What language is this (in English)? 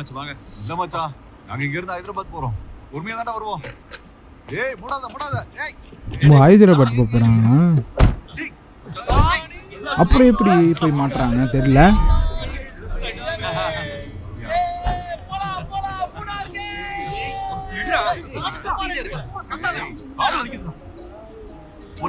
Tamil